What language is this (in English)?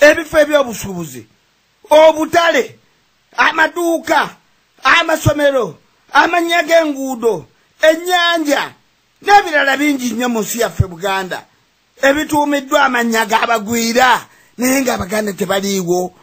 Ganda